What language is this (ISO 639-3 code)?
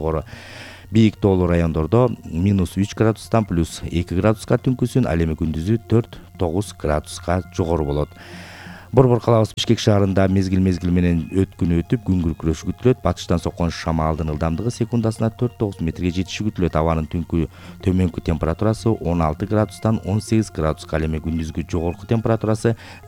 kir